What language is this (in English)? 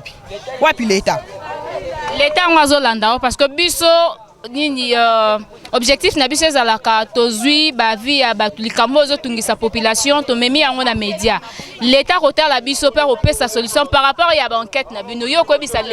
Lingala